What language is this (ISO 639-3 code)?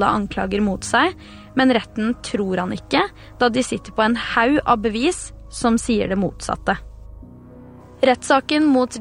nor